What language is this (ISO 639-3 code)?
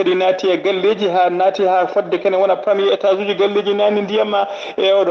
ful